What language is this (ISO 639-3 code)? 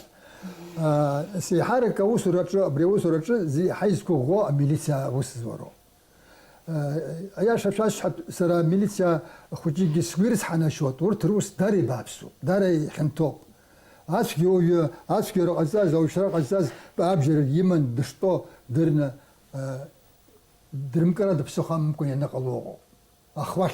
abk